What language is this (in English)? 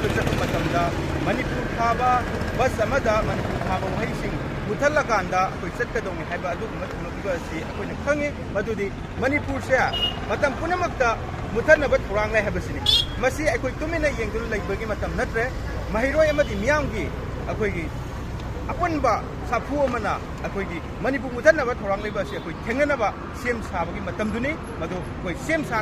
Manipuri